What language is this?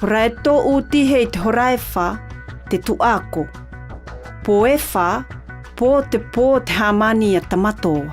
South Marquesan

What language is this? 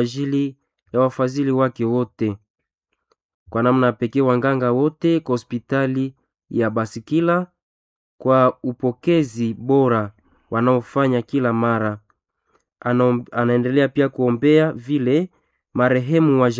Swahili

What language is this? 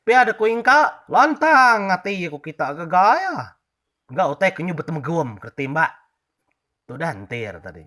Iban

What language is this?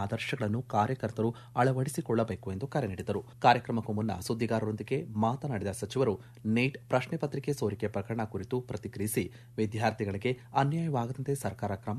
Kannada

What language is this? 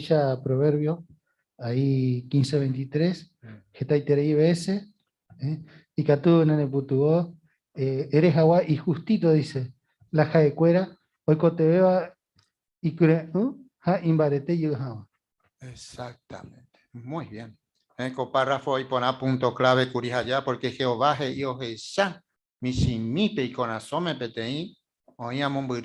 Guarani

